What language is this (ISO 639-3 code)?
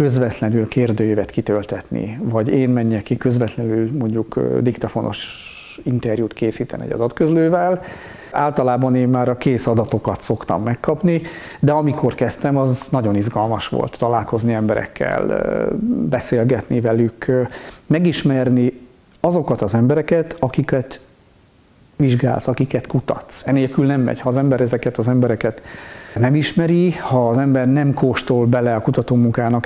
hun